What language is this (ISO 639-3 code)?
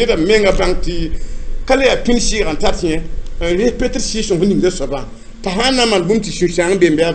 mos